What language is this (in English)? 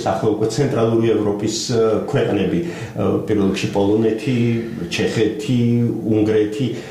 Georgian